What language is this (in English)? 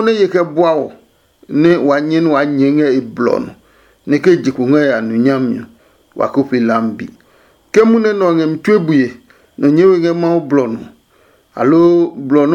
Adangme